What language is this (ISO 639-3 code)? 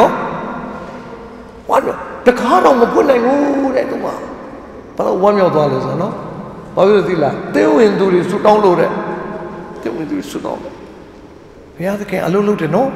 mya